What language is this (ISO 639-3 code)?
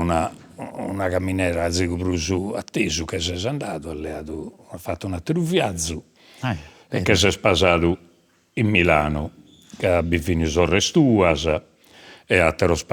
srd